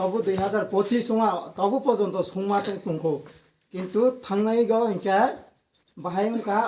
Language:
Kok Borok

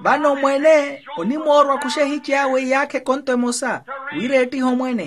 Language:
Makhuwa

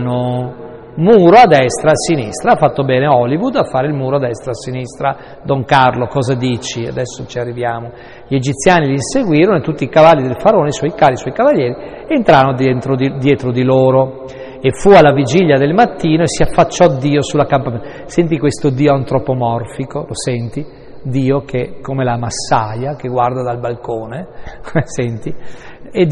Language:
Italian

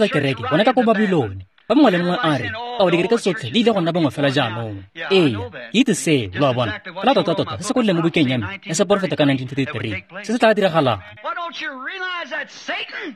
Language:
Tswana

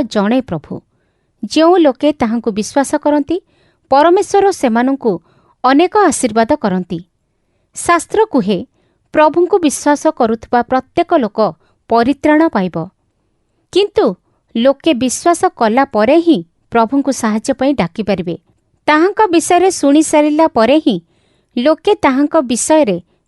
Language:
Odia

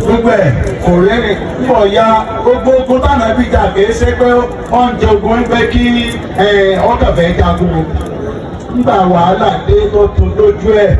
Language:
Yoruba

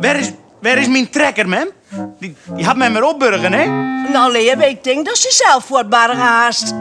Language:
Western Frisian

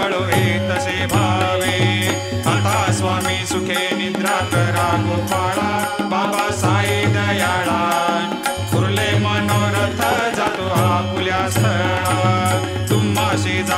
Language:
Marathi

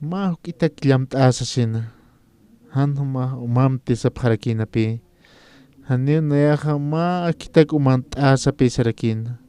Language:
Aymara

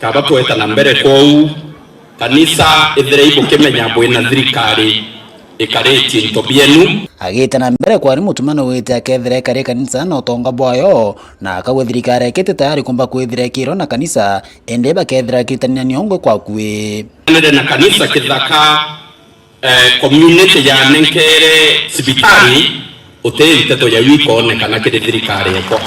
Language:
Meru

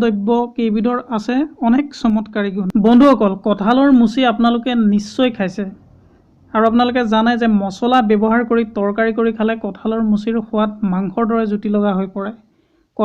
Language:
Assamese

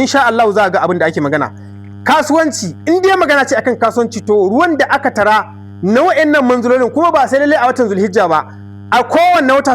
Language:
Hausa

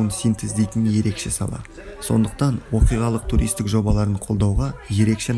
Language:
Kazakh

